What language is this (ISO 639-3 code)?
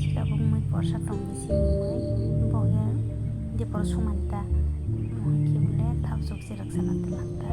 trp